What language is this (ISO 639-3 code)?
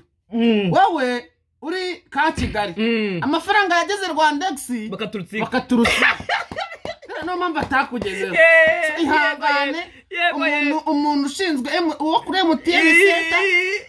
kin